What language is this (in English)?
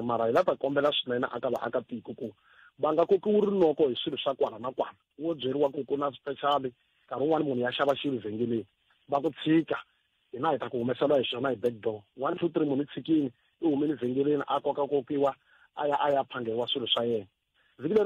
Tsonga